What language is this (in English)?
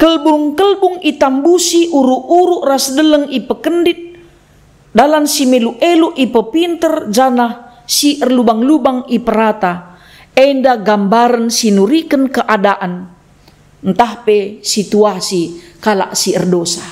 Batak Karo